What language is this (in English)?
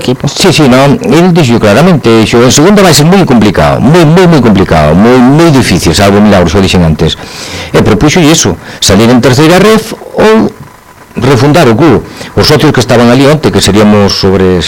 Galician